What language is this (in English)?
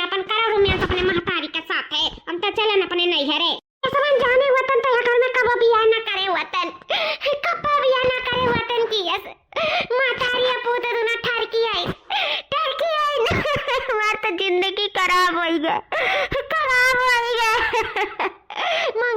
Awadhi